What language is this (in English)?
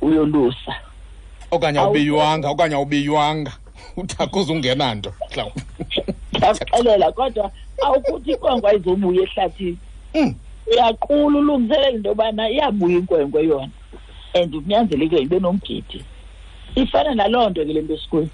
Xhosa